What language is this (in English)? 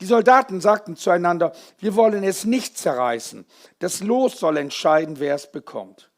Swiss German